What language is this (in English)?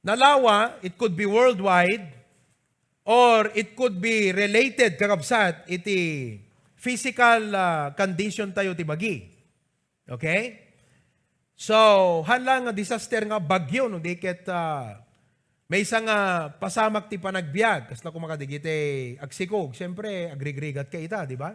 Iloko